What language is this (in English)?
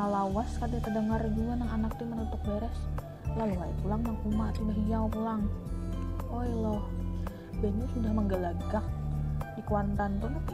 Banjar